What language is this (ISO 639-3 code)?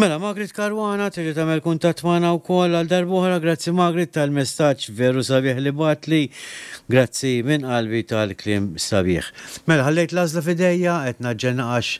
mlt